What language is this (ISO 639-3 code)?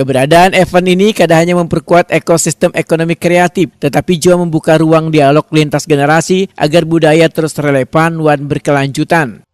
bjn